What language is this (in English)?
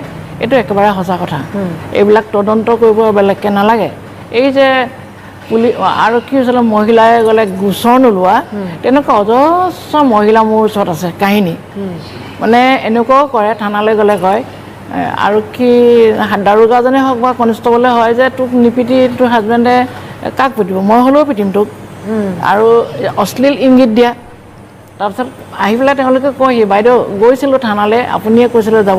Assamese